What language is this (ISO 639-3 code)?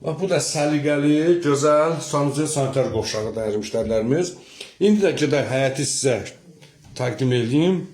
aze